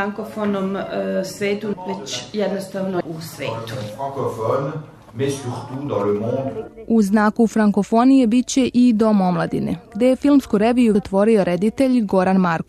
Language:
Serbian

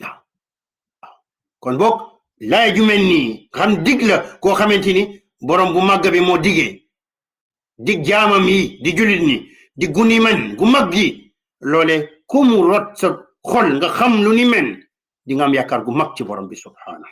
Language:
Wolof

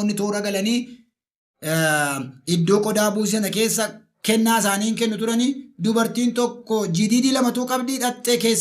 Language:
Oromo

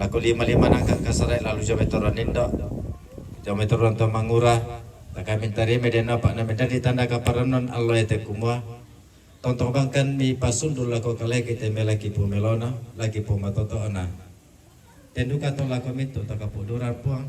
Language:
Toraja-Sa'dan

